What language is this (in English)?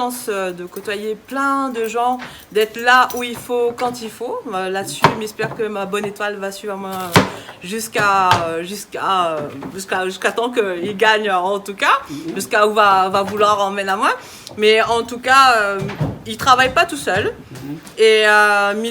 Réunion Creole French